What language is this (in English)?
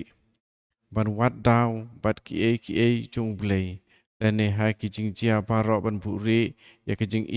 Khasi